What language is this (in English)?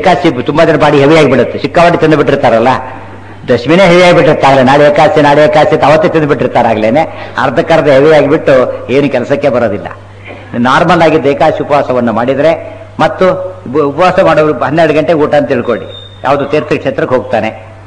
Kannada